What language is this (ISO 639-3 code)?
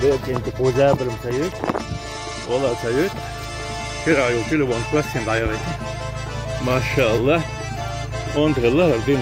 che